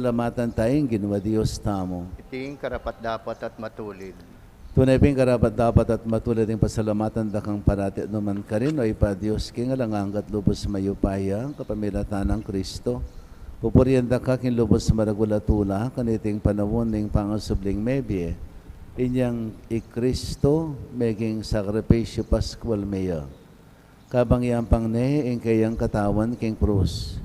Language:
Pampanga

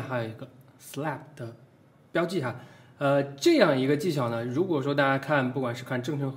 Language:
Chinese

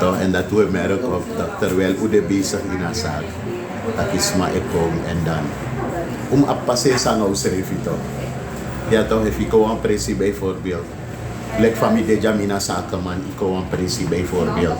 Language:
Sranan Tongo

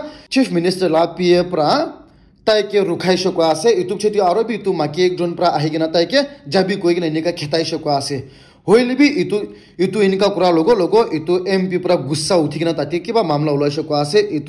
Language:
Naga Pidgin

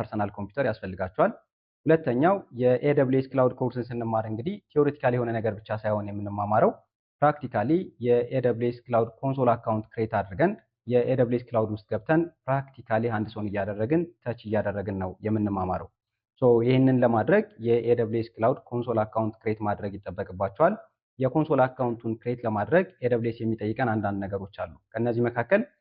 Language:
Amharic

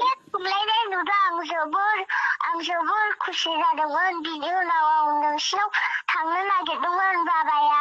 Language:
Bodo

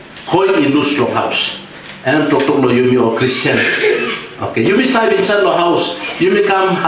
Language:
Tok Pisin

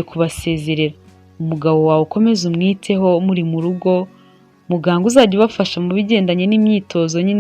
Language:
Kinyarwanda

